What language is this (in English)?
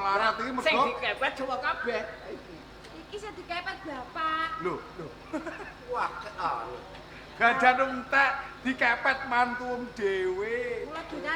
Javanese